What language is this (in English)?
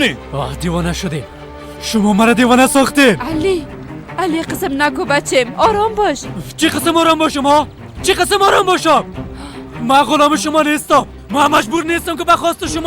Persian